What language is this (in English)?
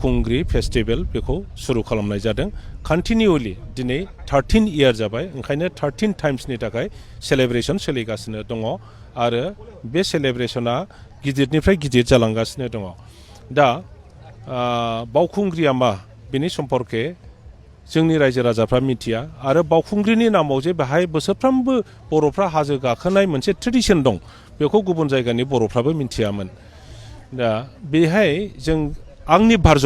Bodo